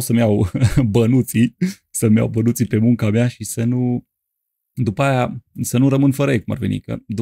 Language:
Romanian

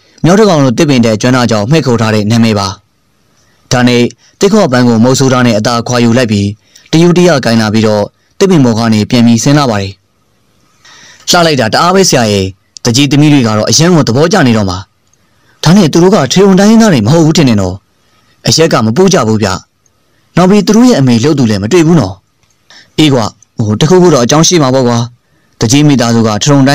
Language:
Burmese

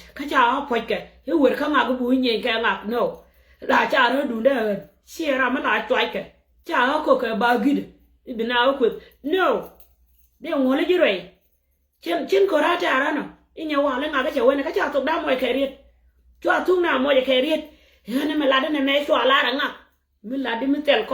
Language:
Nuer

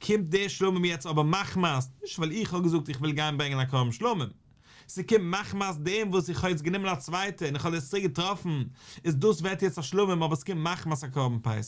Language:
Yiddish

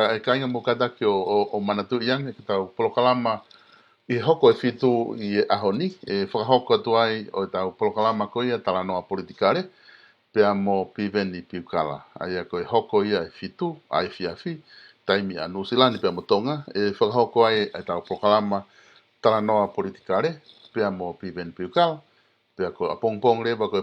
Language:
Tongan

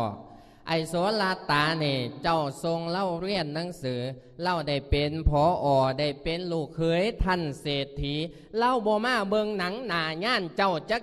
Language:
Lao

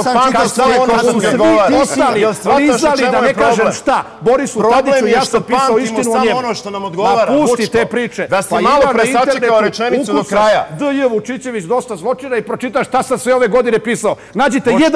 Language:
Serbian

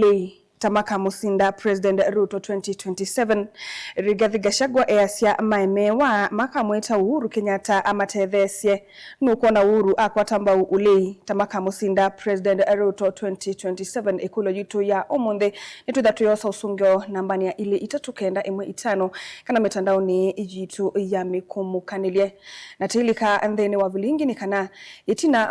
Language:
Kamba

